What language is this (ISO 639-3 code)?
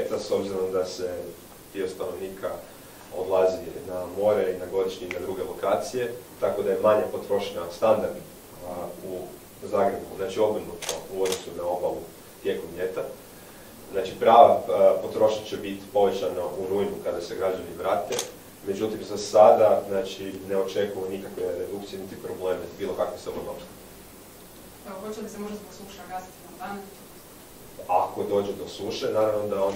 hrv